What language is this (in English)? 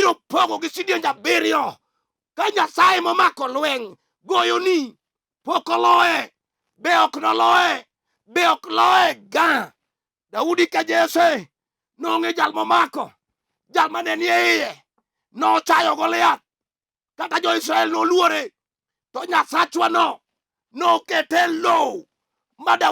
Luo (Kenya and Tanzania)